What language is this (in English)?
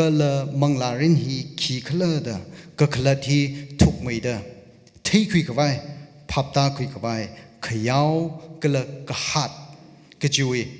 Tangkhul Naga (India)